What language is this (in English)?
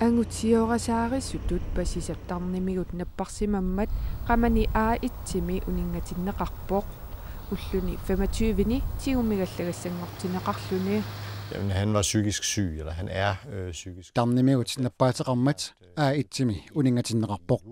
Kalaallisut